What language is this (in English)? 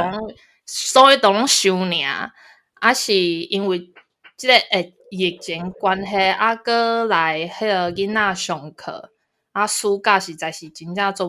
Min Nan Chinese